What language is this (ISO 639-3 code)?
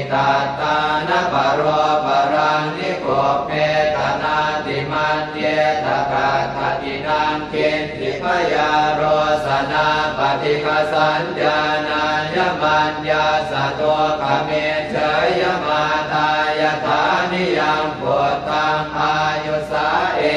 pli